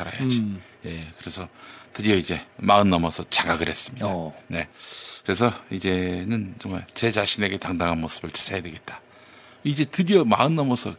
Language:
Korean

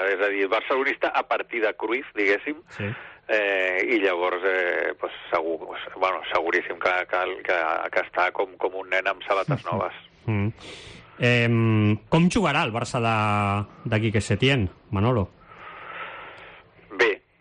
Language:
Catalan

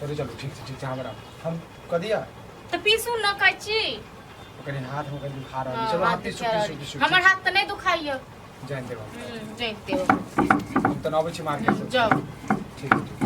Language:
Maithili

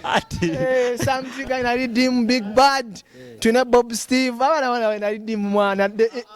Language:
Nyoro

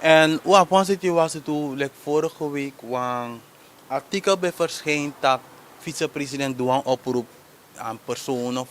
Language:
Sranan Tongo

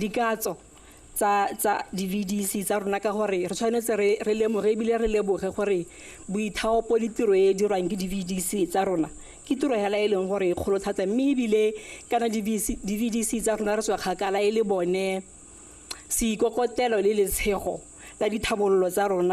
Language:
Tswana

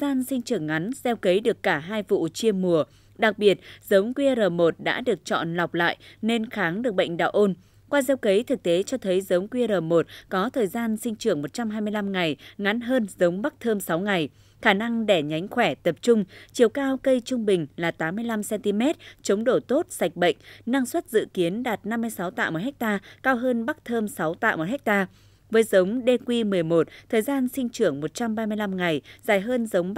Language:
Vietnamese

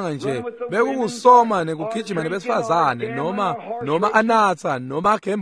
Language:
Swati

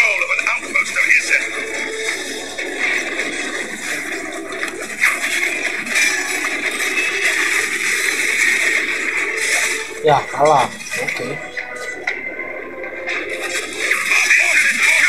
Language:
Indonesian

